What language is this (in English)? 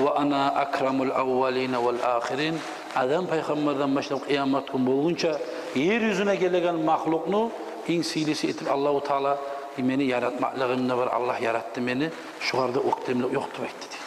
Kumyk